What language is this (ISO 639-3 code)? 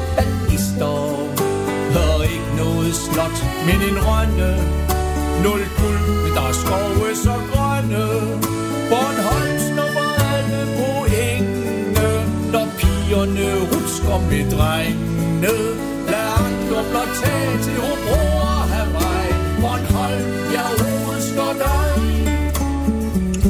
dan